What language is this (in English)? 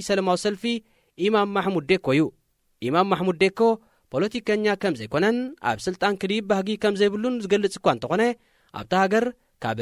Tigrinya